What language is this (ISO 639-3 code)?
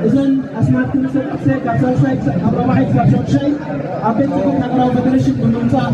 tir